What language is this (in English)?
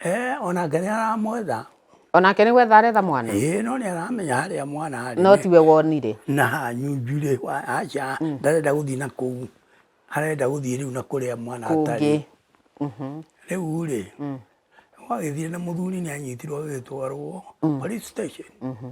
Kikuyu